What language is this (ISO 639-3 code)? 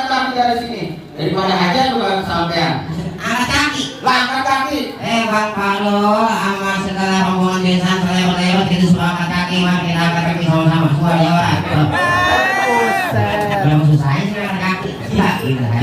bew